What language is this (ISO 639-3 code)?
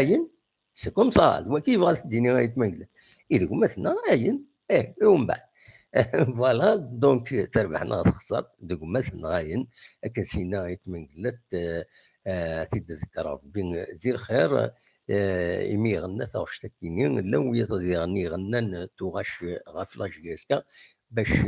kab